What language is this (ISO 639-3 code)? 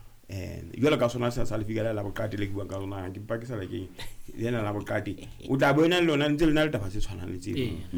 sot